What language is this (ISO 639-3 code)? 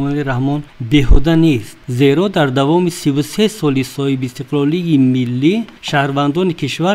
tgk